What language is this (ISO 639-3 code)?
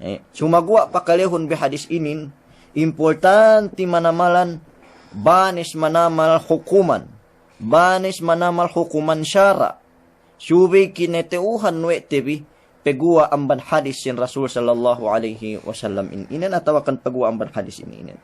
yka